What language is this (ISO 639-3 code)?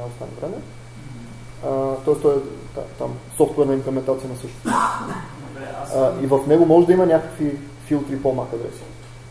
bul